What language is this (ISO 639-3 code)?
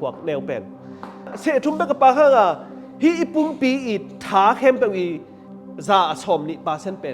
ctd